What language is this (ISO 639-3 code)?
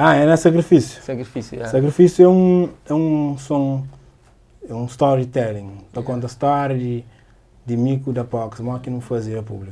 kea